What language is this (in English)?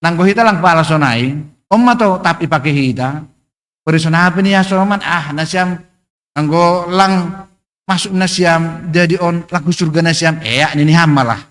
Batak Simalungun